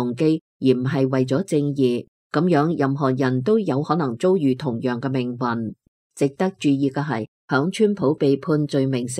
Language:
Cantonese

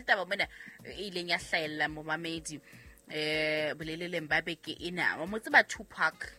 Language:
Southern Sotho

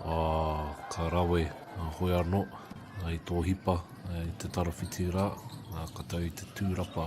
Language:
Māori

